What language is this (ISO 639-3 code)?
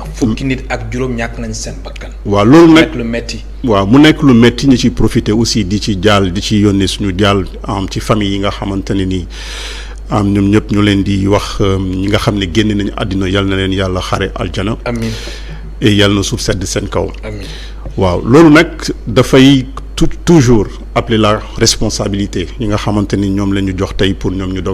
wol